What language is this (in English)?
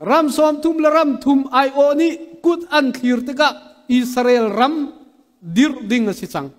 Hakha Chin